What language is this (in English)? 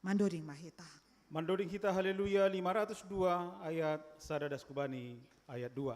Batak Simalungun